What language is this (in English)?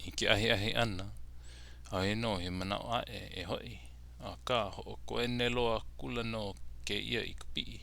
Hawaiian